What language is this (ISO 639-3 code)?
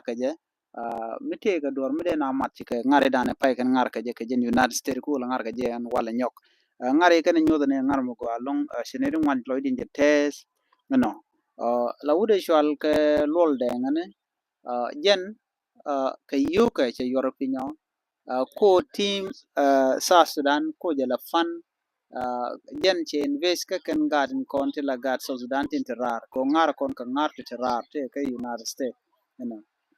nus